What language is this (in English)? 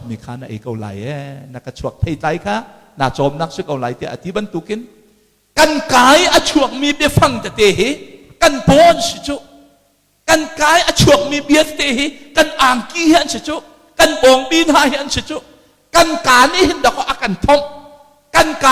Hakha Chin